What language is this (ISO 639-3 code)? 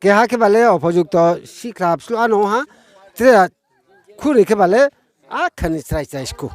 ria